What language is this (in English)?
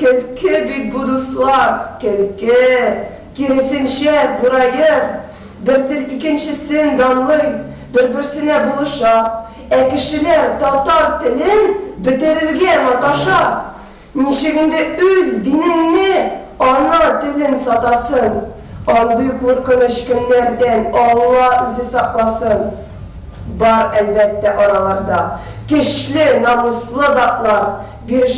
Tatar